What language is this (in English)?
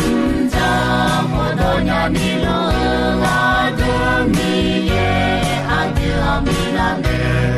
Akha